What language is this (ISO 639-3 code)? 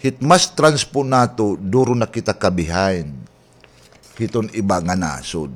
war